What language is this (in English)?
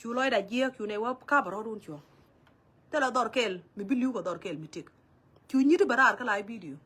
Nuer